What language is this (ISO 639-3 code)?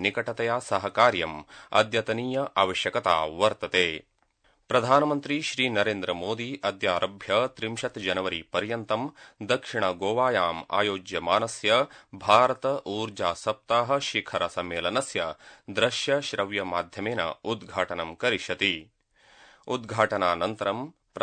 san